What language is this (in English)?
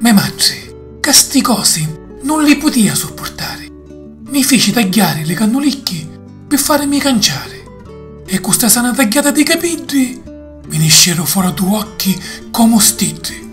Sicilian